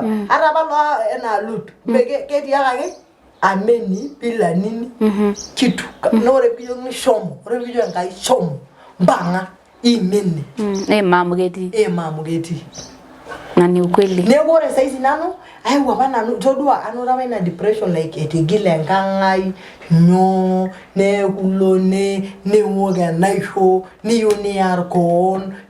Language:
Masai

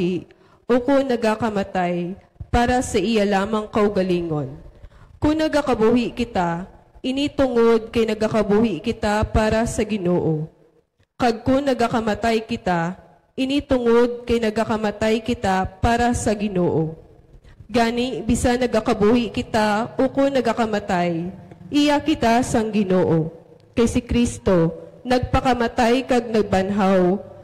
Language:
Hiligaynon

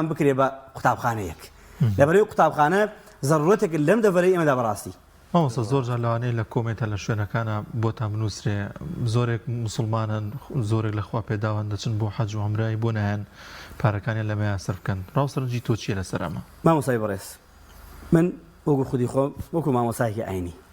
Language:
Central Kurdish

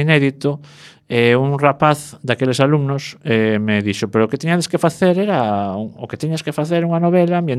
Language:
Galician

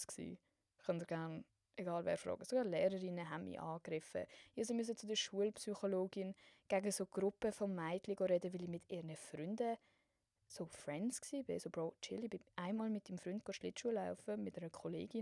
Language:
Swiss German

